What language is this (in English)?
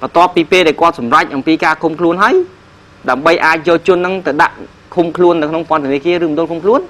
Khmer